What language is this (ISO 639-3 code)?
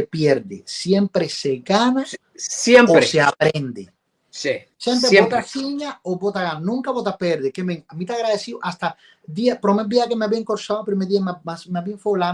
pap